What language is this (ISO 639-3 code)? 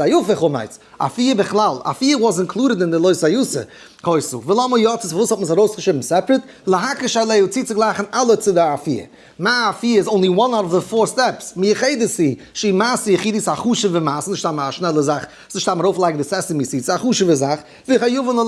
yid